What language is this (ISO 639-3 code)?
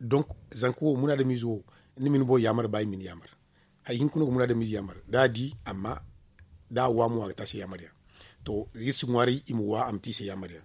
dje